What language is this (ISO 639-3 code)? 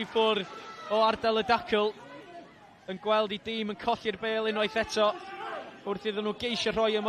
cym